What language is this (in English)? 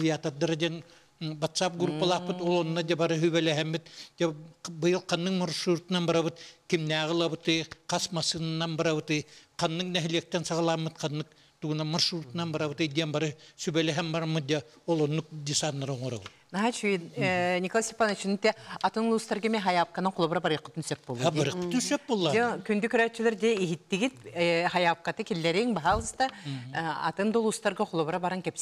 Yakut